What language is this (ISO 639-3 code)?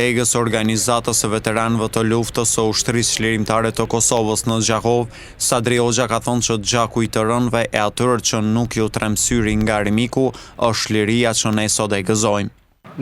sqi